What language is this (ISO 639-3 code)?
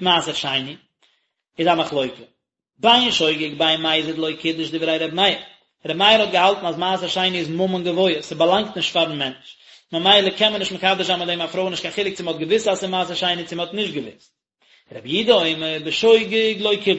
yid